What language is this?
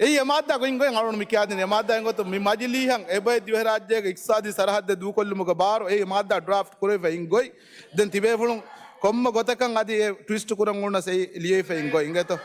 Divehi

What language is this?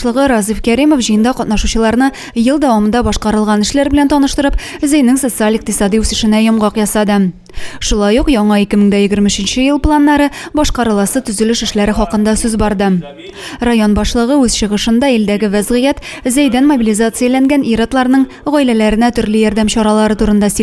Tatar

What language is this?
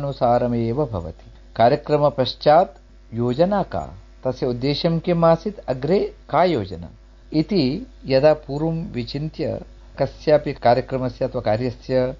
Sanskrit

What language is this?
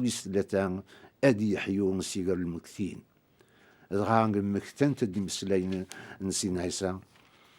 Kabyle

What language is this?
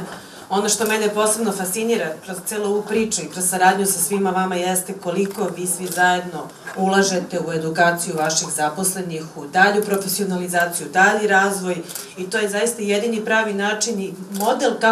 Serbian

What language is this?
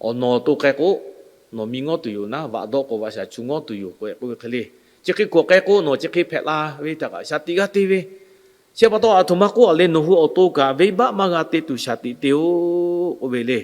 Lahu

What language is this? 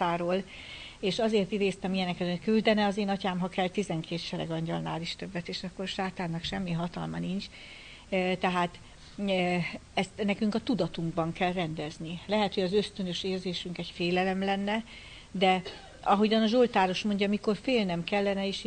Hungarian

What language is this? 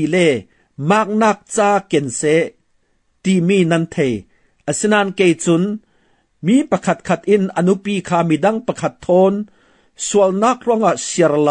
Falam Chin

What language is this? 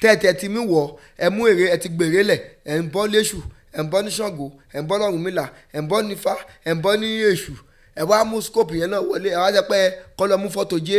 Yoruba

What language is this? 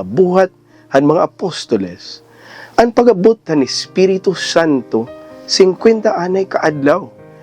Waray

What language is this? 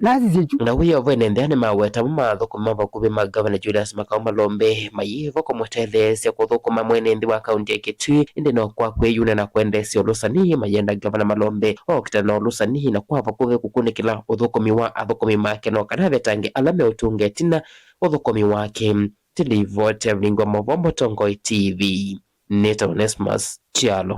Kamba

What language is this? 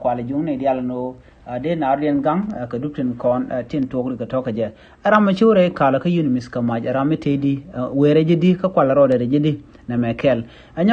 Nuer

